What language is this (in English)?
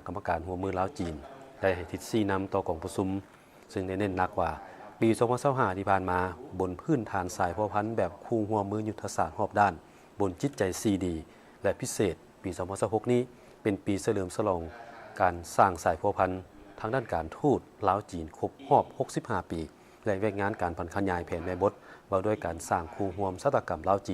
Lao